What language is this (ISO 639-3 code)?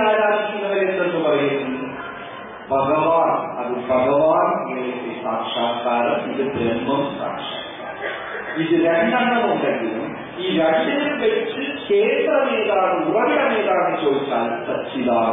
mal